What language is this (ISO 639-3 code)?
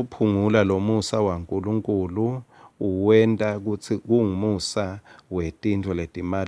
ssw